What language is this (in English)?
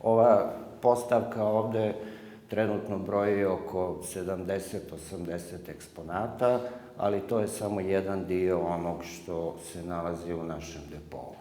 Bosnian